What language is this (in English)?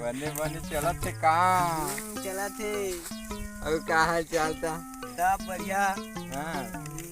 Chhattisgarhi